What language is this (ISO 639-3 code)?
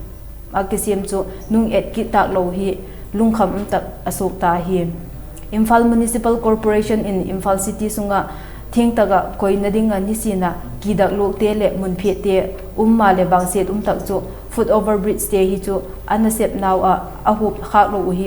vap